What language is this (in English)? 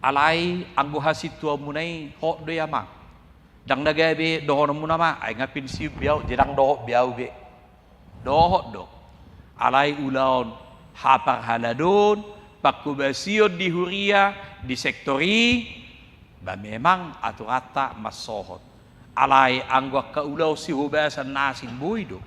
Batak Toba